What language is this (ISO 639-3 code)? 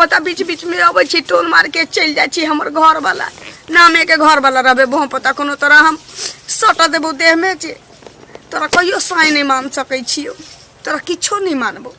mai